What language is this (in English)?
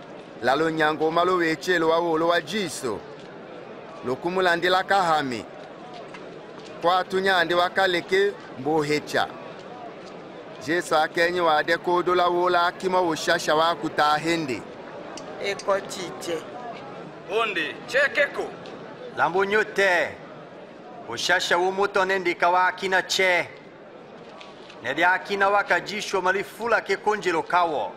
Swahili